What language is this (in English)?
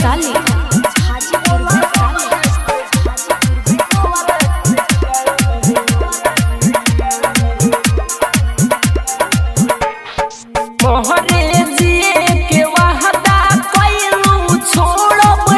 Bhojpuri